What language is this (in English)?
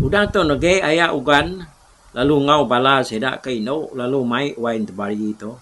Iban